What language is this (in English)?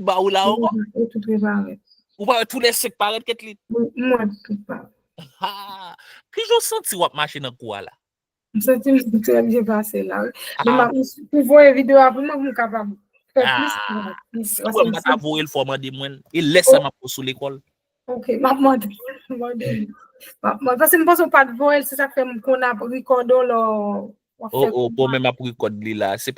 Haitian Creole